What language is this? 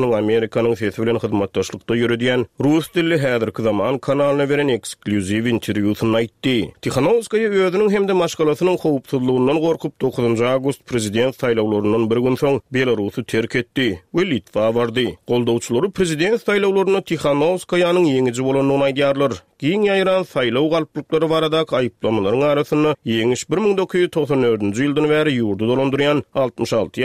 Turkmen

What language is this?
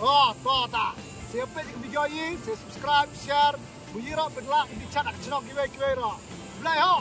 Khasi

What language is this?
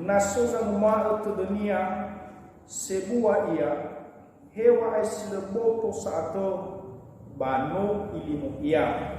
Nias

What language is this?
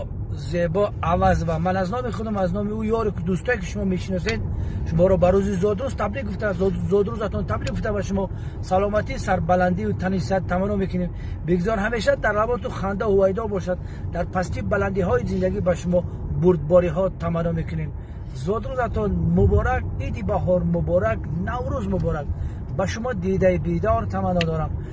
Tajik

